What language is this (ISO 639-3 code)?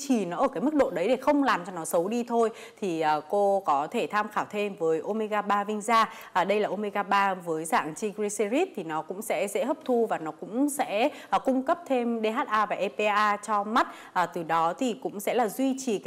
vie